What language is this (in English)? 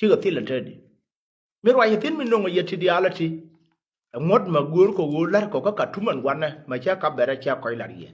Nuer